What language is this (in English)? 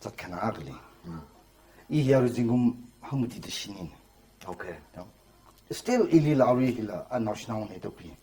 Tangkhul Naga (India)